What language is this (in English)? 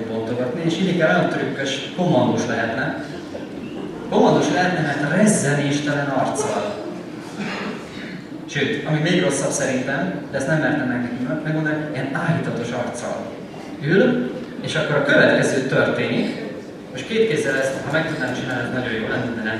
Hungarian